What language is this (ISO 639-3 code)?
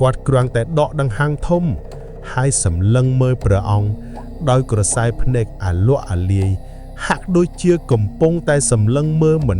khm